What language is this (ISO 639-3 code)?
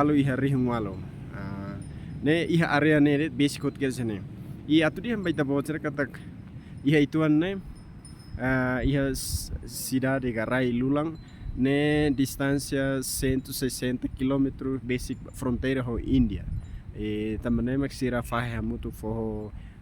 tet